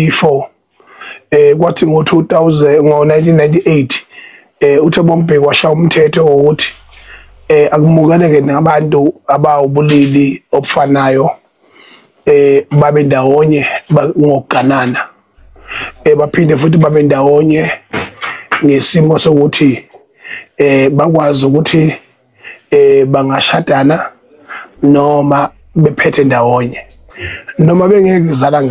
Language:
Zulu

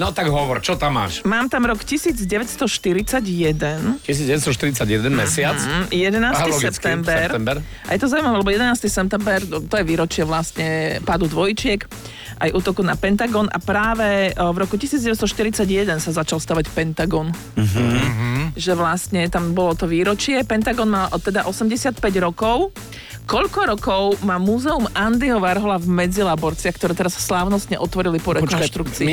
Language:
Slovak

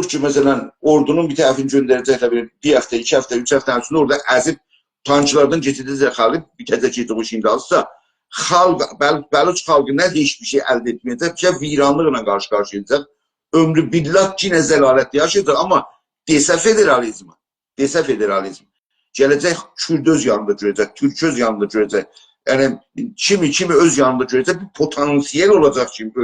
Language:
South Azerbaijani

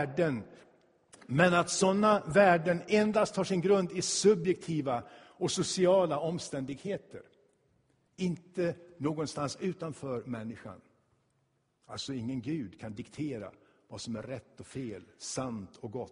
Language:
Swedish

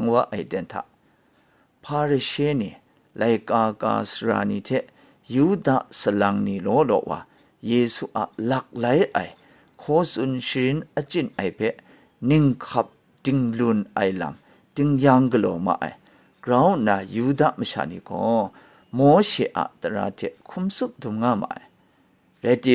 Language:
Kachin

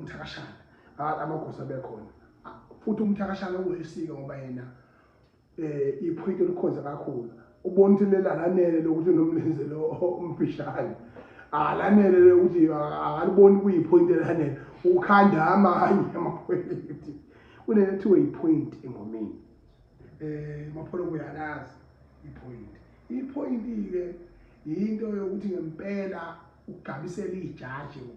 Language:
Zulu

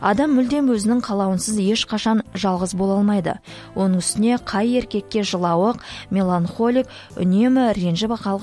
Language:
Kazakh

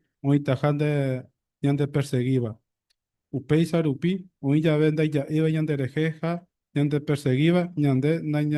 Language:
Guarani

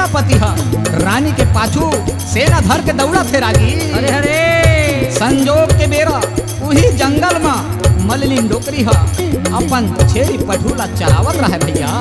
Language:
Chhattisgarhi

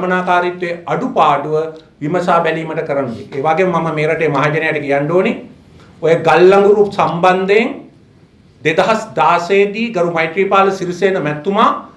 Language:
Sinhala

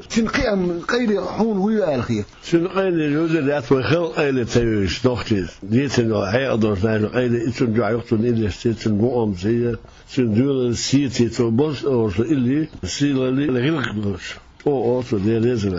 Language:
Chechen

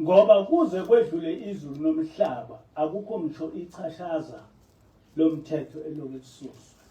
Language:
Zulu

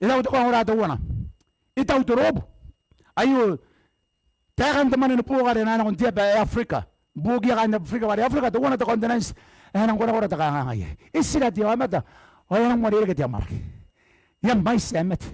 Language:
Gilbertese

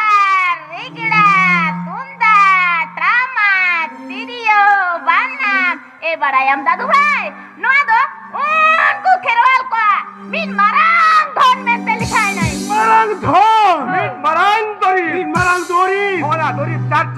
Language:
Santali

